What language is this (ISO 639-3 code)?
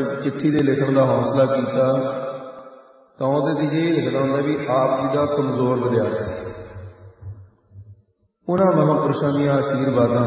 pan